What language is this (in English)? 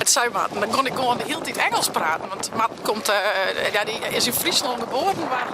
Western Frisian